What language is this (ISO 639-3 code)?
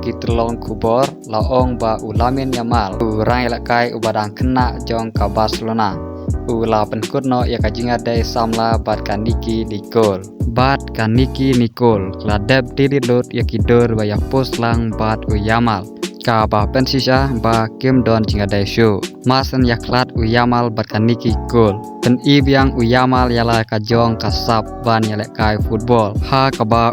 kha